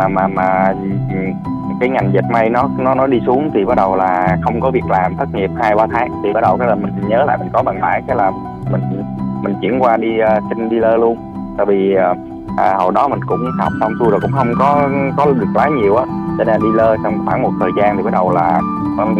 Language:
Vietnamese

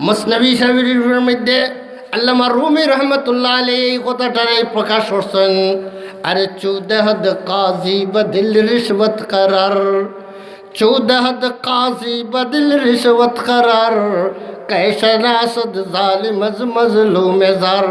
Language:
Sylheti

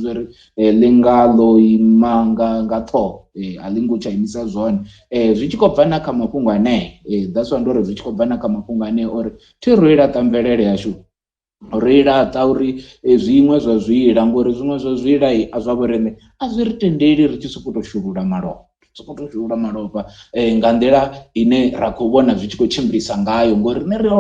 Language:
Venda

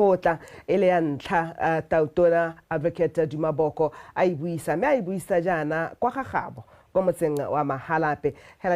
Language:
Tswana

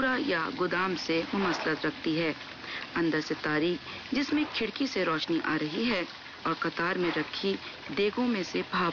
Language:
Urdu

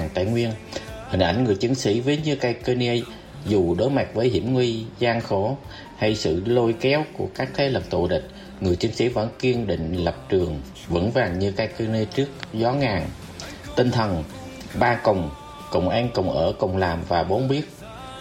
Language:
Vietnamese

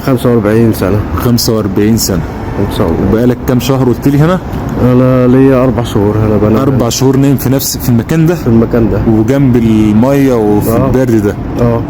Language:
Egyptian Arabic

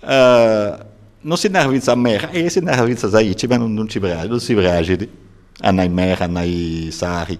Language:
Sardinian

